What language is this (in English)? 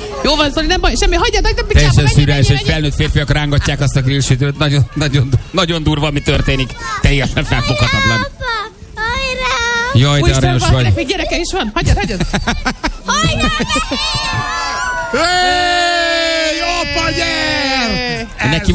Hungarian